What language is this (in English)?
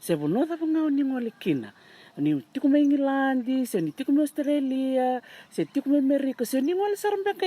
Fijian